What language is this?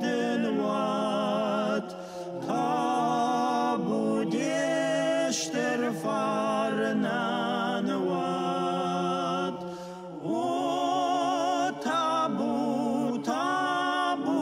Ossetic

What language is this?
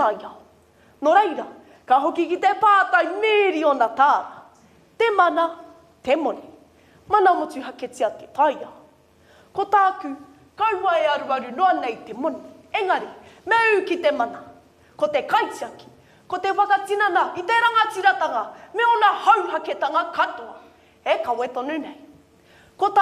Māori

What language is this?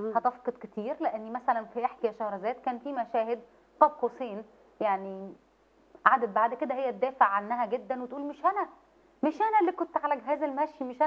Egyptian Arabic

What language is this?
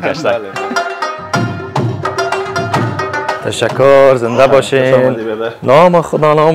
Persian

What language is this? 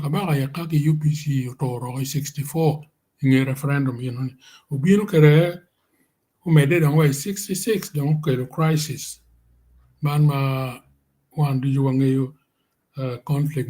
Acoli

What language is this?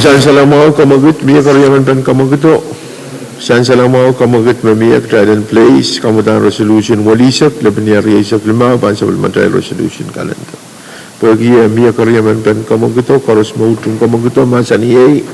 Pohnpeian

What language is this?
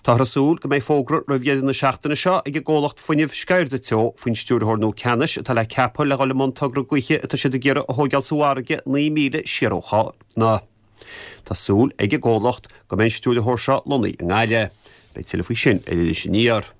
Irish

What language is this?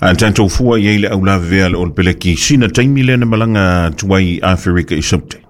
Samoan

